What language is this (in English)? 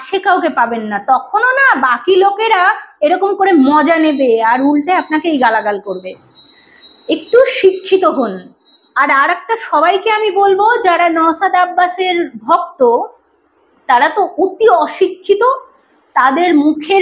Bangla